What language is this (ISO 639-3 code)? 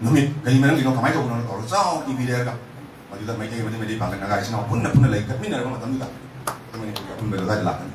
mni